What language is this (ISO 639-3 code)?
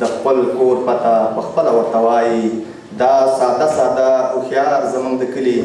pus